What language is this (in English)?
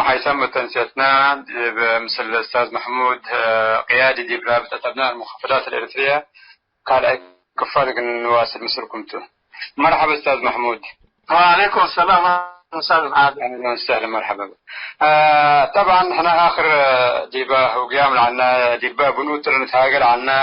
Tigre